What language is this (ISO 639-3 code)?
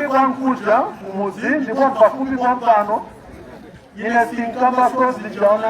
nya